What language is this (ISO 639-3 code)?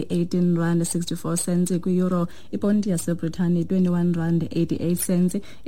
xho